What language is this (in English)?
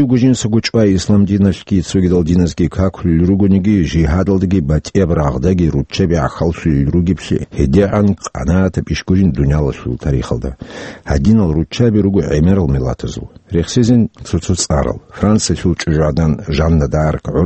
Avaric